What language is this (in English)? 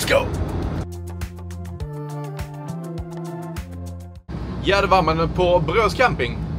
Swedish